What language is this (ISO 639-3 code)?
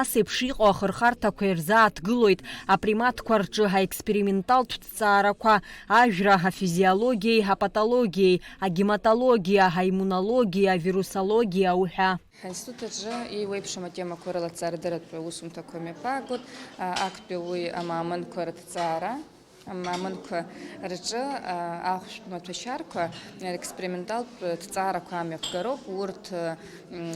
abk